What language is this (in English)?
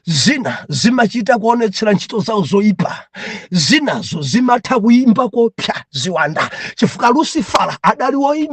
Nyanja